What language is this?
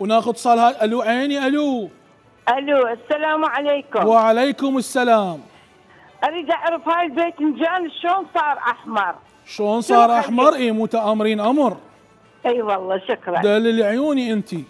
Mesopotamian Arabic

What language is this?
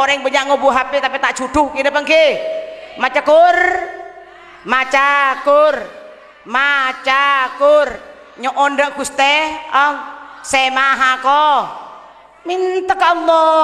Madurese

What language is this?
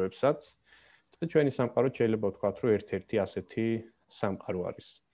Georgian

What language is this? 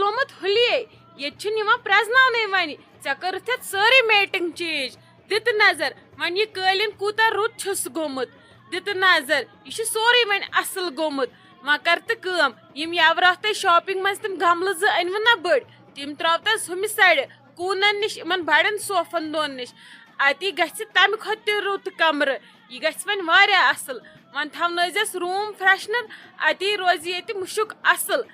Kashmiri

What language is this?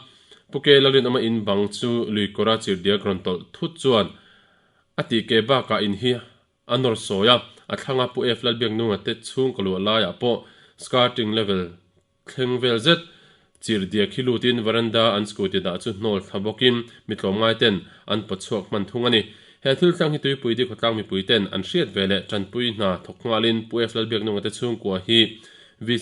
Mizo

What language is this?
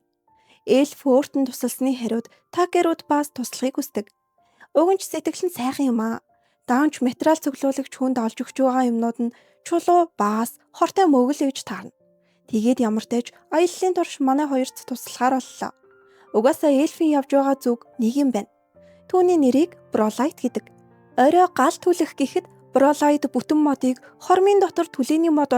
Mongolian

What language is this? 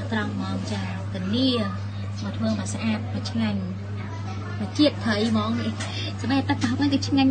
Khmer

